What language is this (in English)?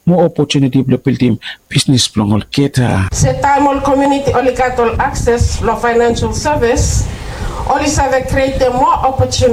Bislama